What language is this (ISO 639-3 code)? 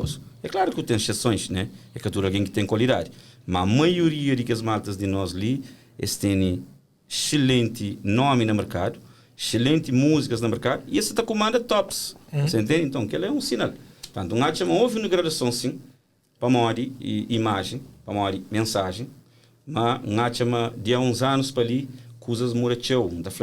kea